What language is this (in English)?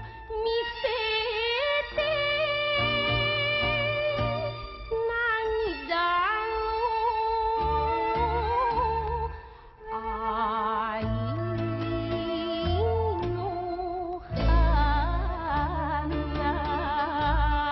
Japanese